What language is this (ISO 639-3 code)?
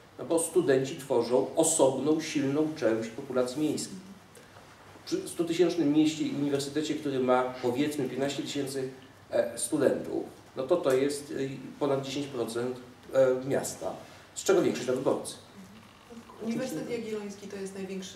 pol